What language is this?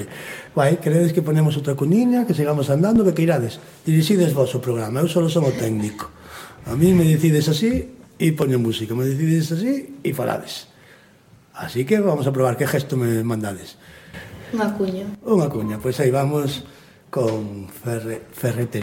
Galician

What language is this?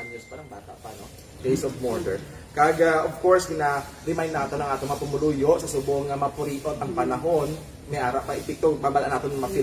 Hiligaynon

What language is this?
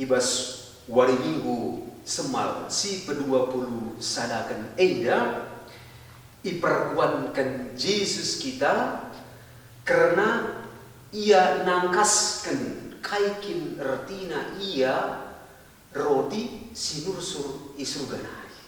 Batak Karo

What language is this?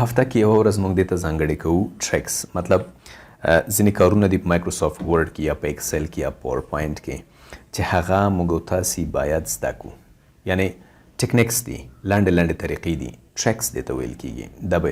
Pashto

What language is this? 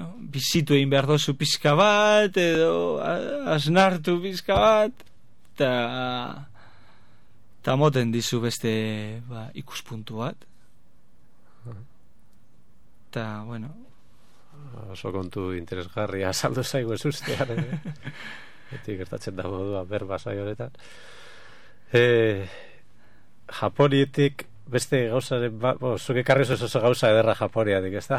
Basque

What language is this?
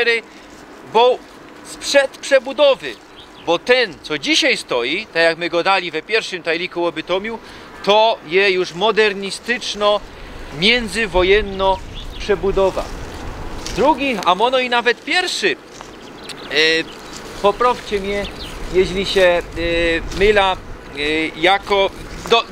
Silesian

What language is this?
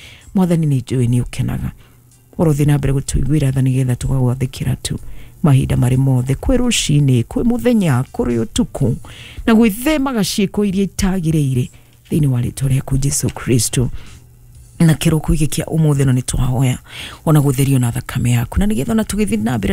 Kikuyu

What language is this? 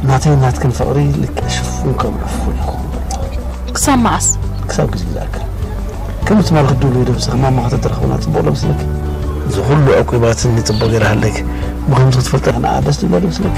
Tigrinya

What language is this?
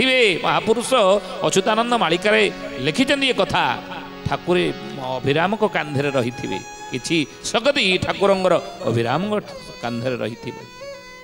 Odia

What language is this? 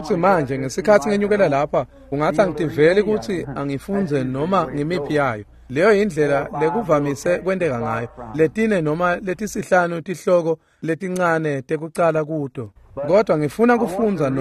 Swati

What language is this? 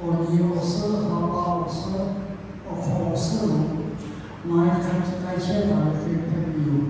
Lahu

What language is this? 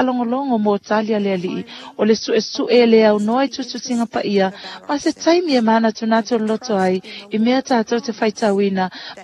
Samoan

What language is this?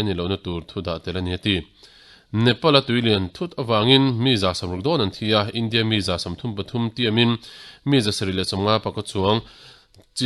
Mizo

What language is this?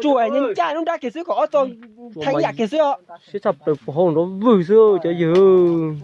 Hmong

